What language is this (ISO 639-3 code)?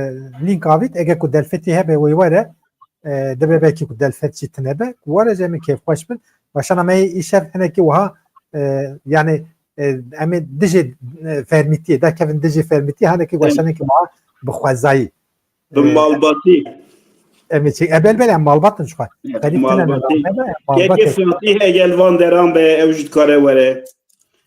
kur